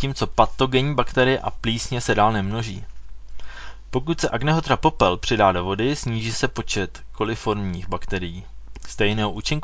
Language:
Czech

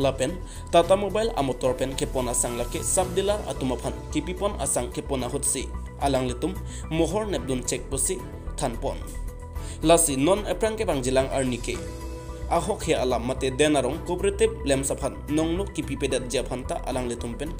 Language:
Karbi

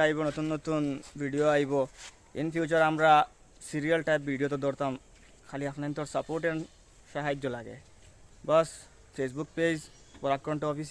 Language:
Sylheti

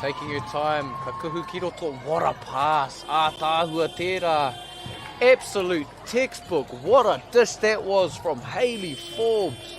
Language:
Māori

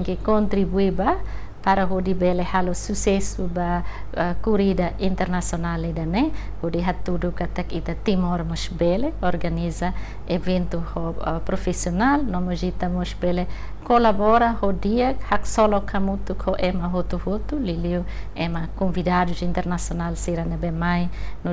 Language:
Tetum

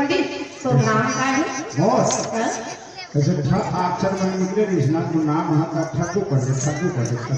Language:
Chhattisgarhi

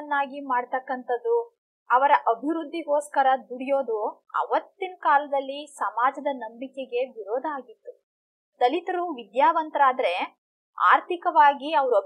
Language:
Kannada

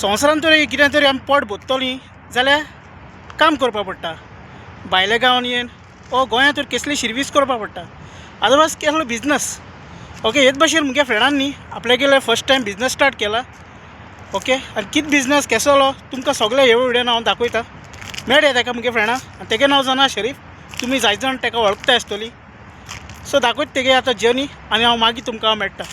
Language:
Konkani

